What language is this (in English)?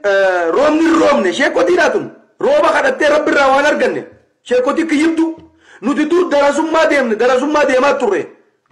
Oromo